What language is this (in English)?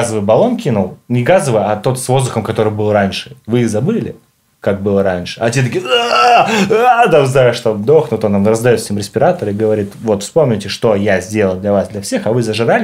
Russian